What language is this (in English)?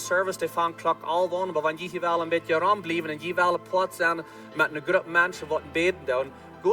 Plautdietsch